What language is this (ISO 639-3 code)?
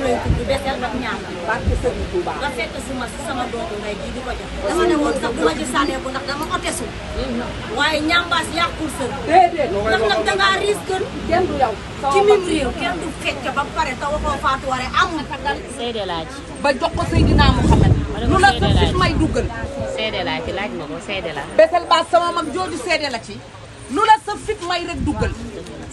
wol